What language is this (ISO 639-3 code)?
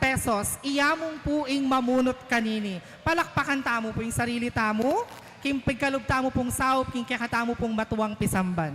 pam